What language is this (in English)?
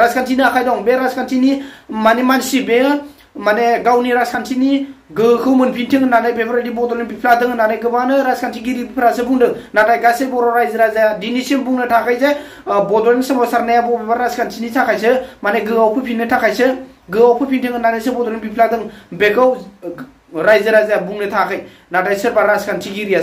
Bodo